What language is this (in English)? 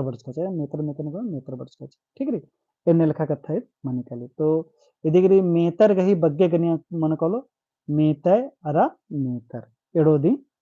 Kurukh